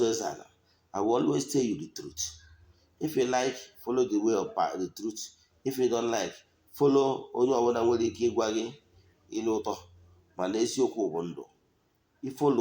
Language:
Igbo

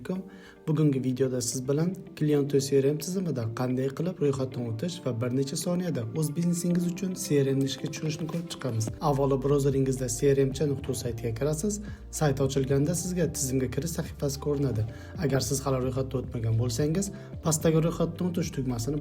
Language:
Uzbek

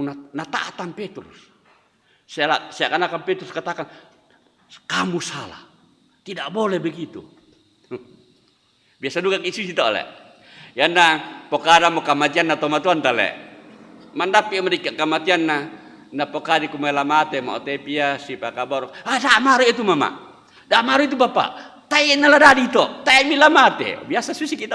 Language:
Toraja-Sa'dan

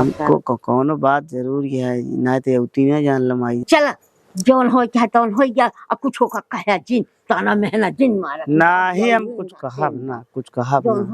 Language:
Awadhi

